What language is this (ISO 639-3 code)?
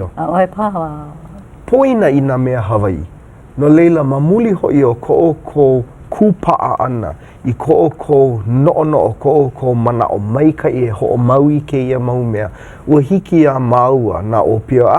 haw